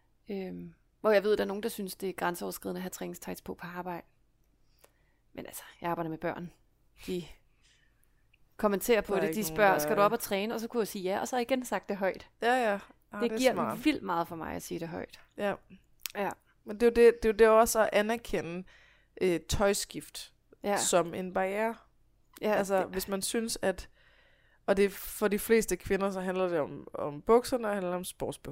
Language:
Danish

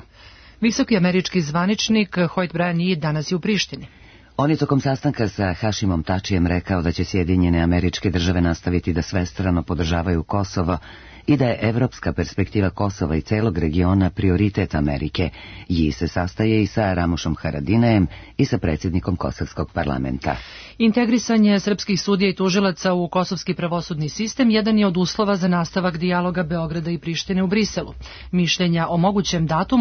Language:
Serbian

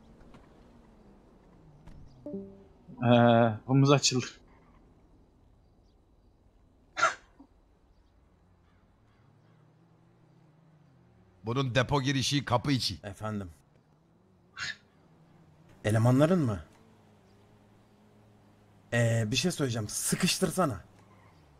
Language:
Turkish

